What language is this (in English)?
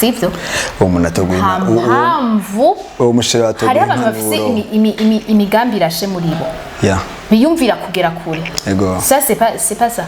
Rundi